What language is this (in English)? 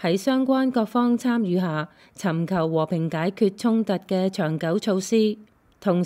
Cantonese